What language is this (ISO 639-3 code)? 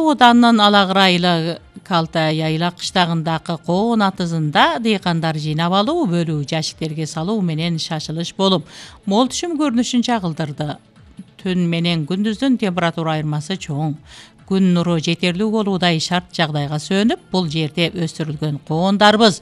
kir